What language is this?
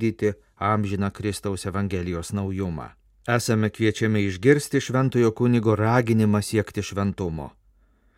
Lithuanian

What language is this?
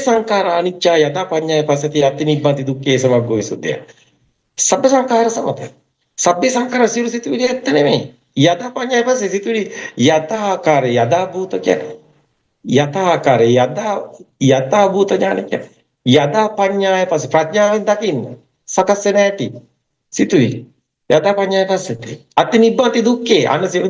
Sinhala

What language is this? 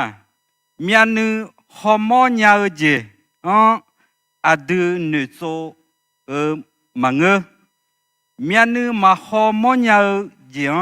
Akha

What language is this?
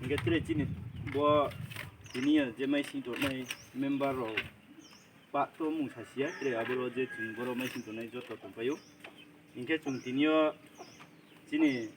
Riang (India)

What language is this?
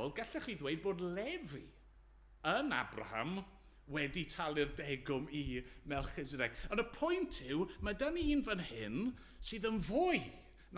Welsh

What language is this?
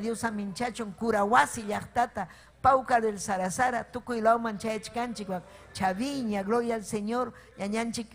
Ayacucho Quechua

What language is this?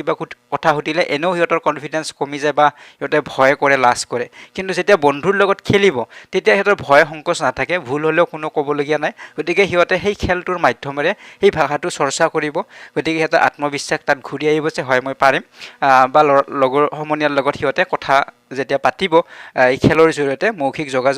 Assamese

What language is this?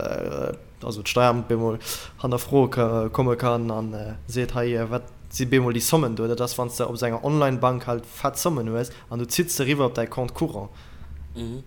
Luxembourgish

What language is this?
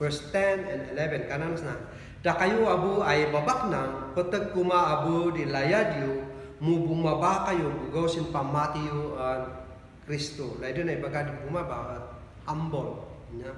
Kankanaey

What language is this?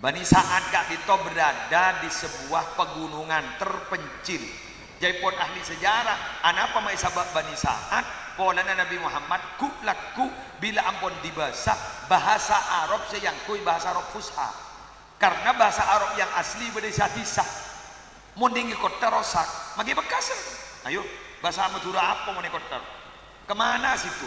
Madurese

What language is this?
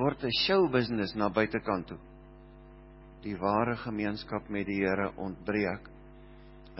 Afrikaans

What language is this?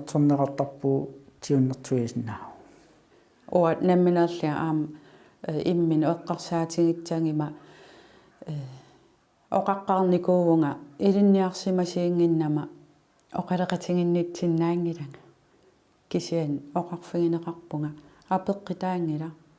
Kalaallisut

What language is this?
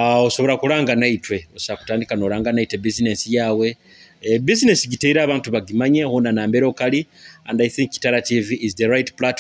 Nyoro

